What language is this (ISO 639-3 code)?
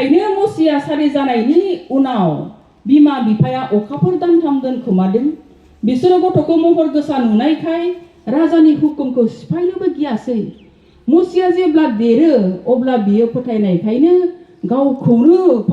brx